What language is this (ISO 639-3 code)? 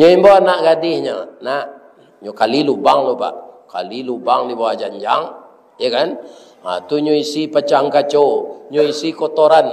min